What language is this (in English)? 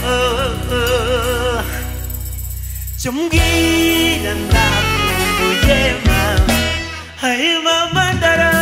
Kinyarwanda